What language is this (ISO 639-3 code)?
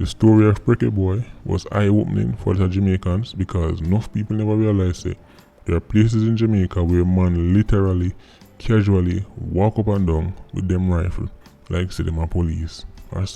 jam